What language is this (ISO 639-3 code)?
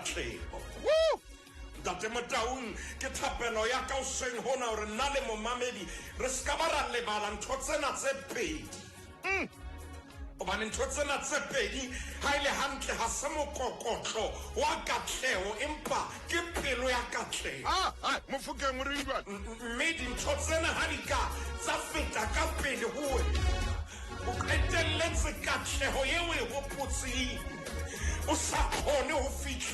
sot